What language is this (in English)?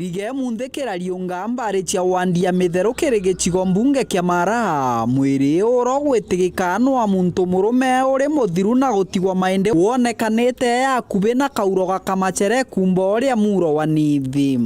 Meru